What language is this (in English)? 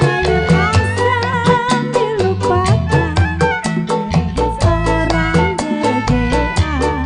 Betawi